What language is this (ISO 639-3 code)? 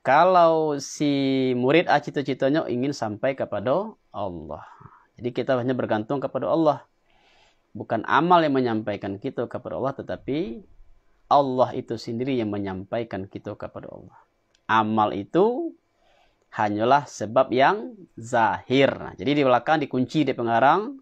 min